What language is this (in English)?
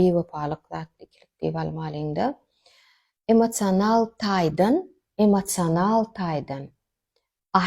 Turkmen